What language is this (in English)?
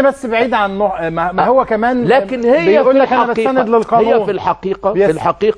Egyptian Arabic